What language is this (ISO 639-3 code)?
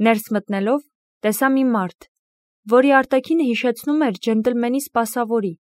hye